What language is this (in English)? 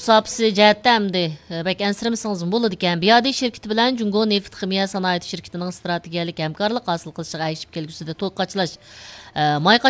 Uyghur